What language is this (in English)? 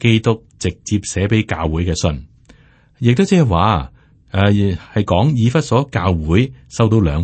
Cantonese